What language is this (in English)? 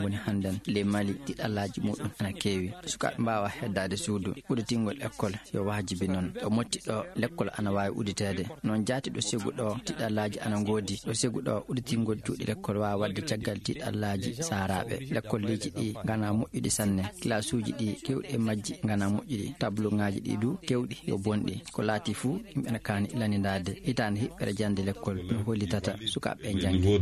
Maasina Fulfulde